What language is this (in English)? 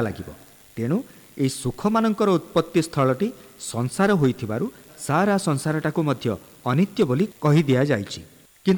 Odia